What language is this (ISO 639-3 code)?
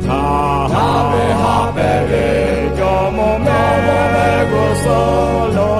lhu